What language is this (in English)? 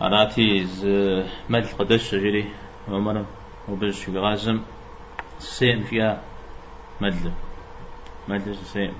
Kabardian